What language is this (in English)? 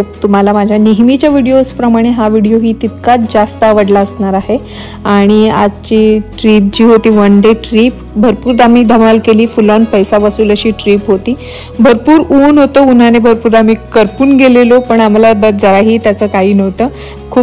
Marathi